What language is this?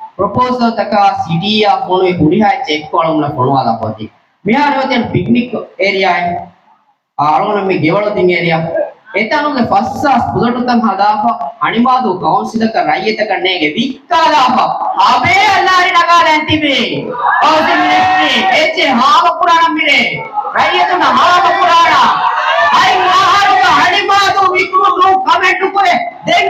Divehi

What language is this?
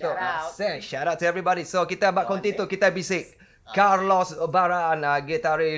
Iban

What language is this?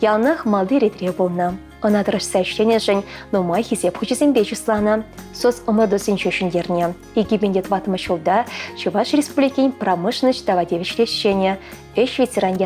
Chuvash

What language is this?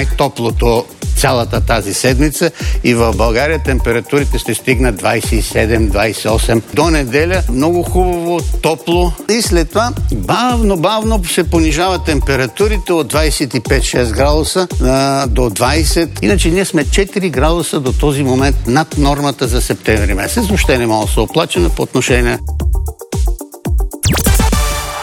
Bulgarian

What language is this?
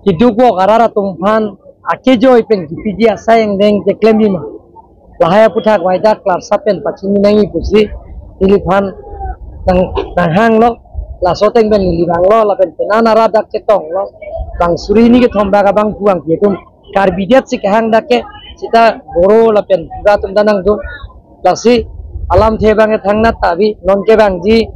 Karbi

